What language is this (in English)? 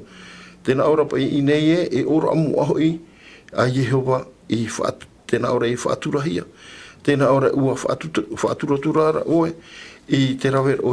Tahitian